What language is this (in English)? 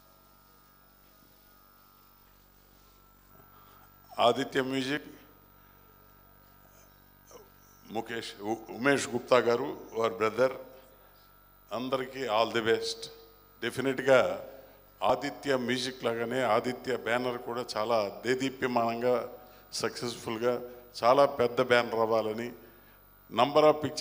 Telugu